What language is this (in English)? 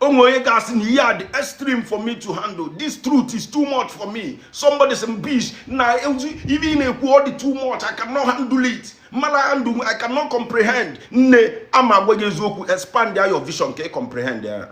Igbo